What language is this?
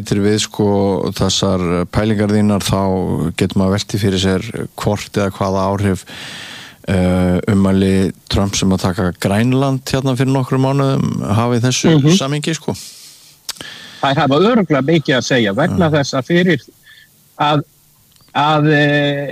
Icelandic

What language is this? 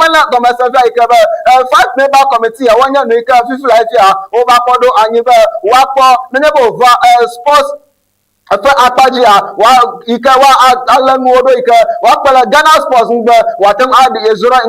Ewe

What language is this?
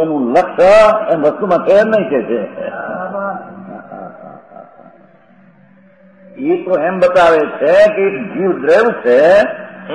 Gujarati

